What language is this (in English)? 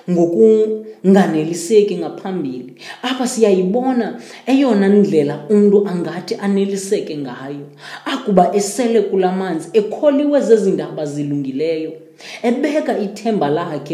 Xhosa